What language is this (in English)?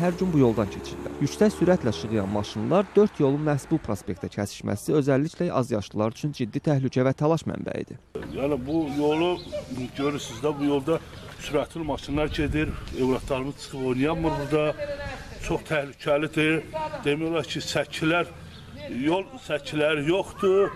Azerbaijani